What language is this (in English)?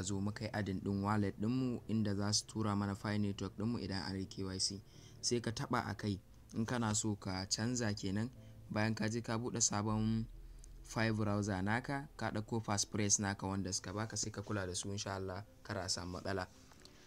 Hausa